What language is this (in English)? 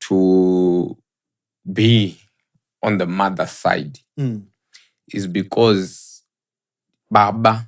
Shona